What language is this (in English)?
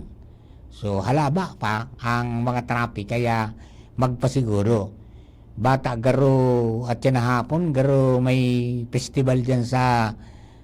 Bikol